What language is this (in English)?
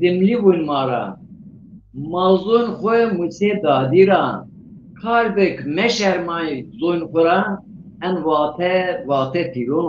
Zaza